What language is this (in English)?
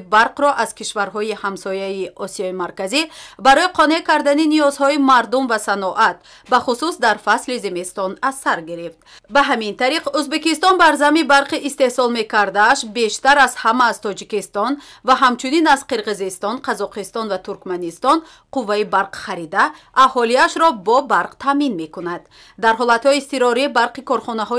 Tajik